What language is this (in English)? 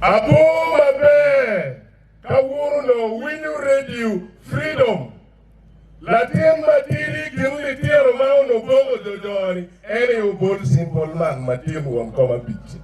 Acoli